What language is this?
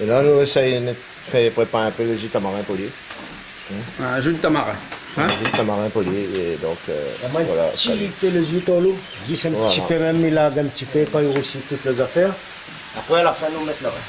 Réunion Creole French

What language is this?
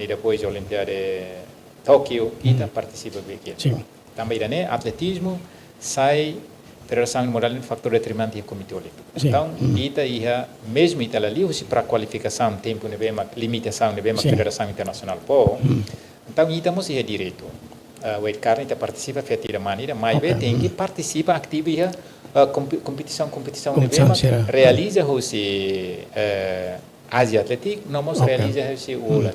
Tetum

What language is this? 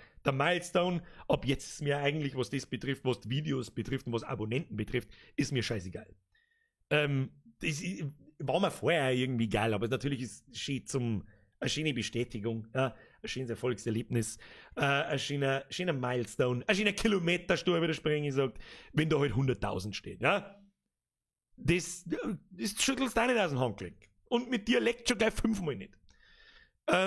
Bavarian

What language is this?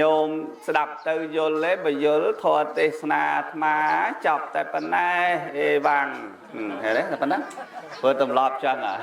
Khmer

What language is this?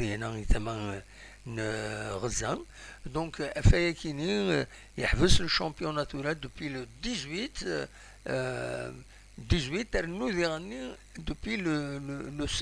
Kabyle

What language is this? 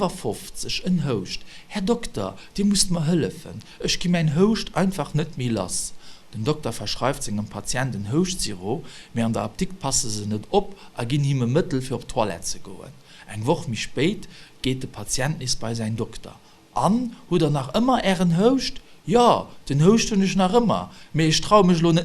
Luxembourgish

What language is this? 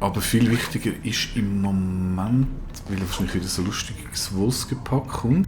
Swiss German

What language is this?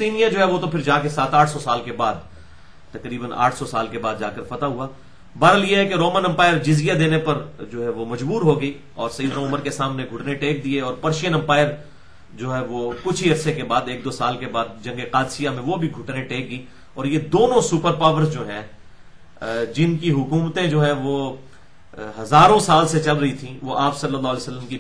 Urdu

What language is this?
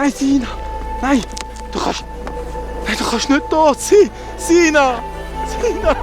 Swiss German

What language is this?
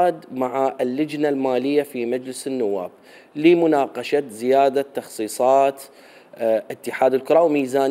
Mesopotamian Arabic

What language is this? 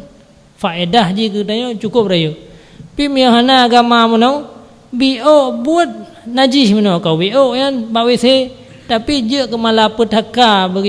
Achinese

